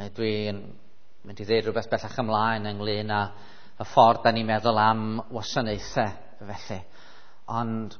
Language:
Welsh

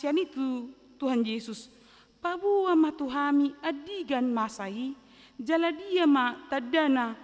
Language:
Batak Toba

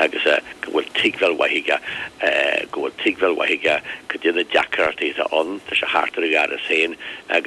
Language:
Irish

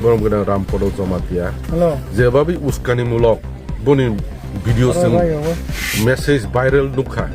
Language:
Kok Borok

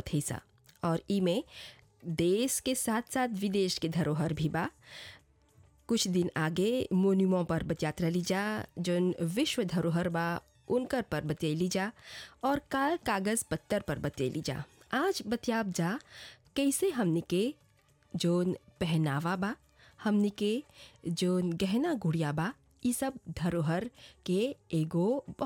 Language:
Bhojpuri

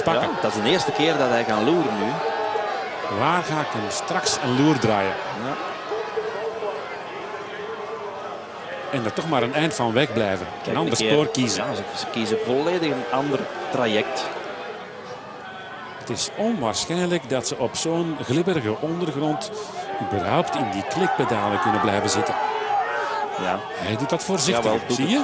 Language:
Dutch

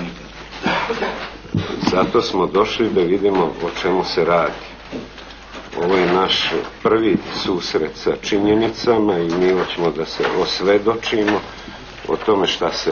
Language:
Serbian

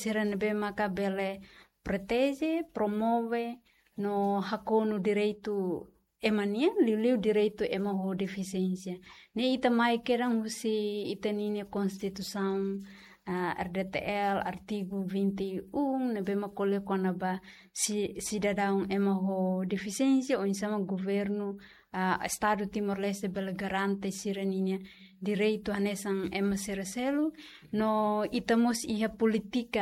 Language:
Tetum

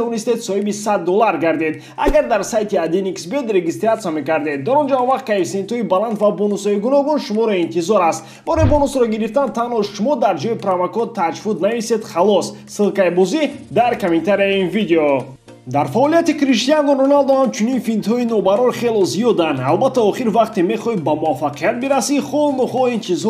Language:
Tajik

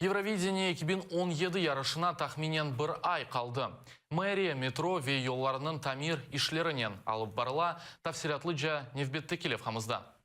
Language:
Crimean Tatar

